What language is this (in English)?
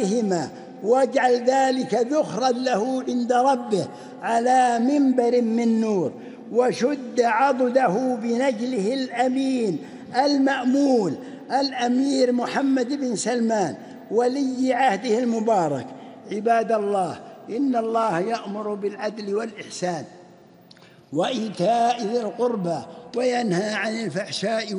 Arabic